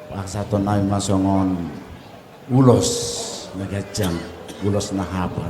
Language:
Batak Toba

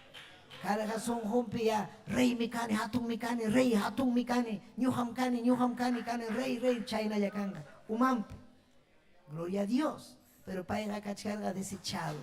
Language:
Ayacucho Quechua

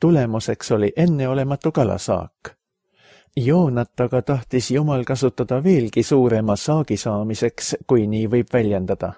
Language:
Estonian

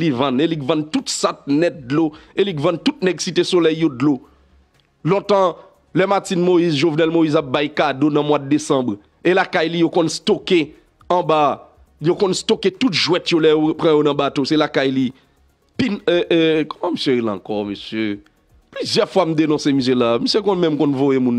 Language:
Haitian Creole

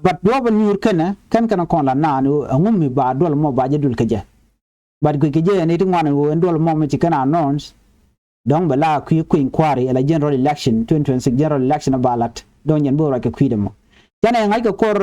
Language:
Nuer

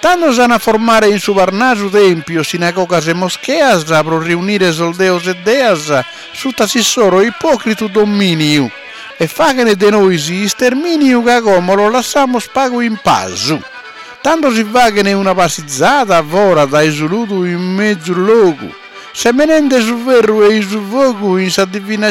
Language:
Sardinian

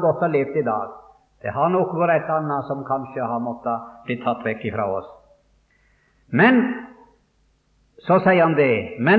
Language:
Norwegian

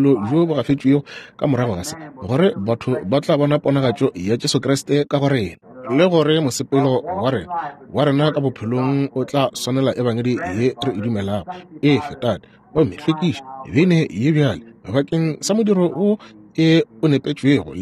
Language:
Northern Sotho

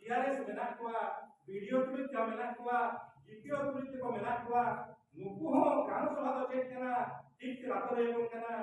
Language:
Santali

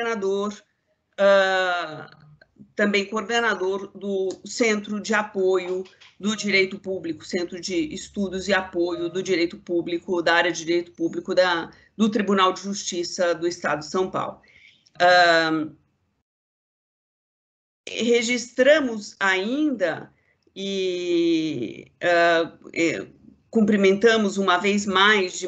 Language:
Portuguese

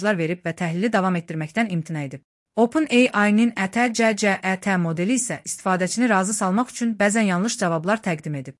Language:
Azerbaijani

